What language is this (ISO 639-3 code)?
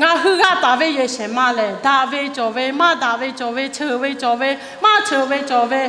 lhu